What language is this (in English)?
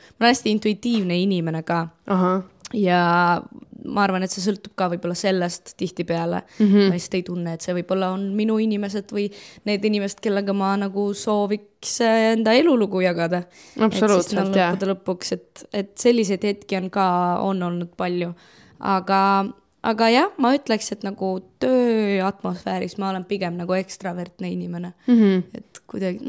Estonian